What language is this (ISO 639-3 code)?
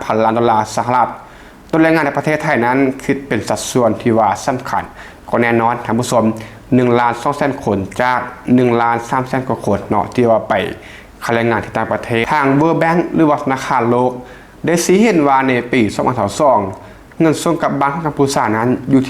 lao